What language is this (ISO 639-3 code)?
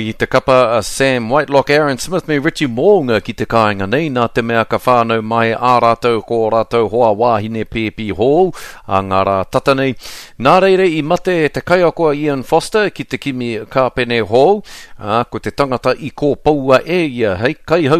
mri